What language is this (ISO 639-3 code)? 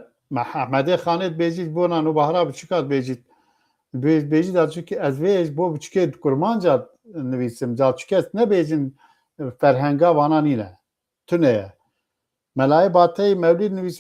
kur